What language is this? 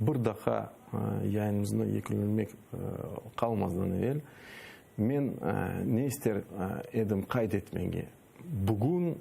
Crimean Tatar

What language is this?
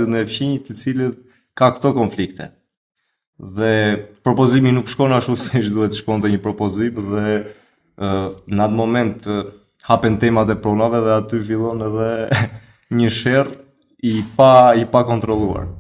Albanian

